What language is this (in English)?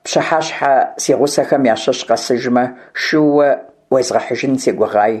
Kabardian